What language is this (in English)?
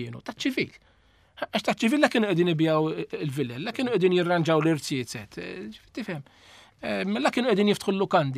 Maltese